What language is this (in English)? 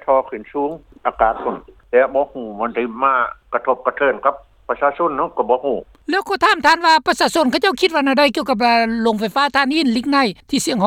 Lao